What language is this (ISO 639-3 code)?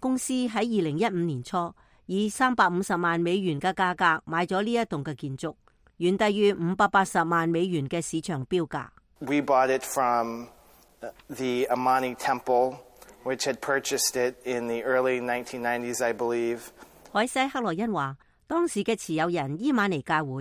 yue